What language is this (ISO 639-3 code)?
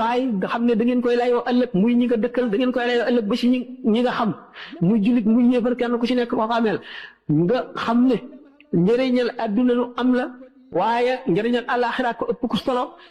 wol